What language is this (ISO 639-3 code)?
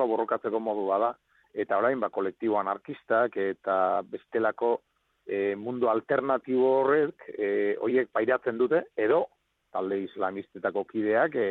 eus